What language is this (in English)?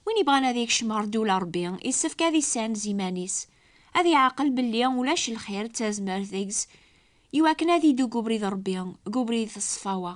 Kabyle